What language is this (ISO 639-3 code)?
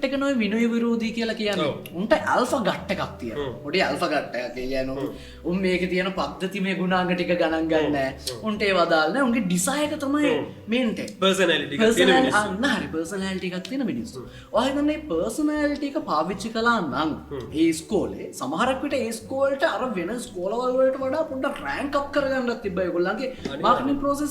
sin